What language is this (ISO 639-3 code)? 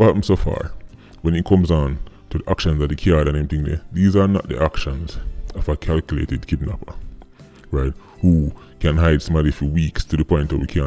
jam